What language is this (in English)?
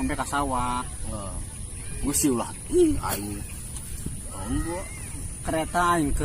Sundanese